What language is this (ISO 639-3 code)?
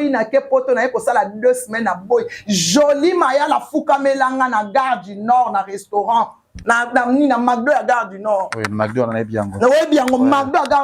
lin